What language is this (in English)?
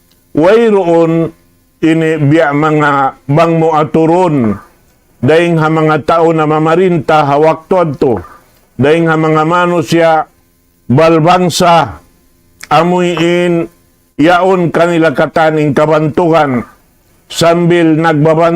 Tausug